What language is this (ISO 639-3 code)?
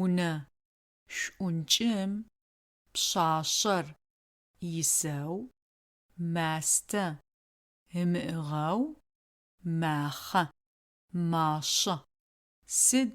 ady